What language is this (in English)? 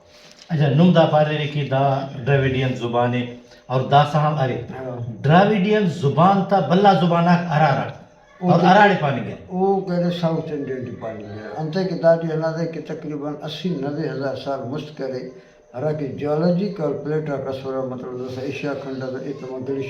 Brahui